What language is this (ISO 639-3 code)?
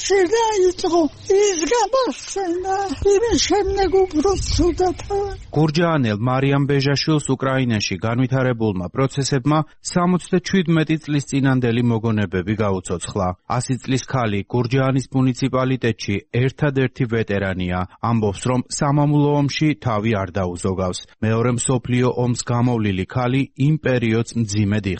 kat